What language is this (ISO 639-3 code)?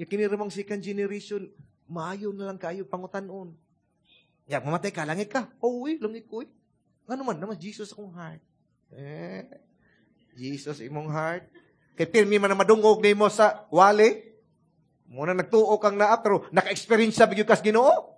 ceb